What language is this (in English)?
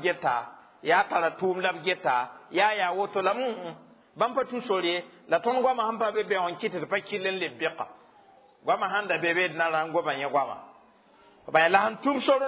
Mossi